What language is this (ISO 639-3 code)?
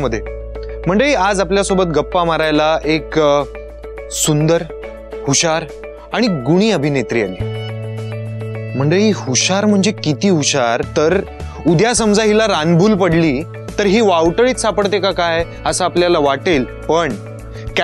mar